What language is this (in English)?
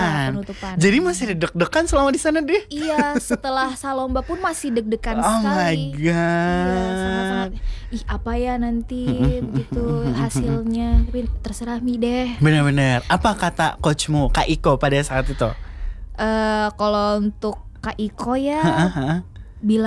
Indonesian